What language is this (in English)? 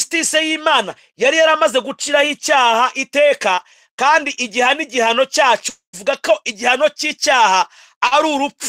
Kinyarwanda